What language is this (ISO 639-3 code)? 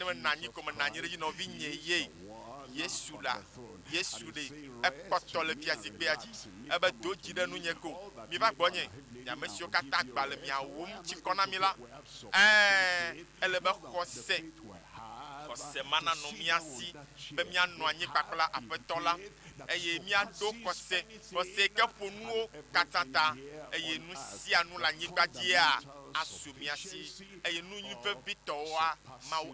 ewe